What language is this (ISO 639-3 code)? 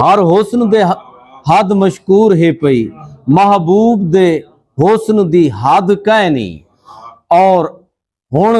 skr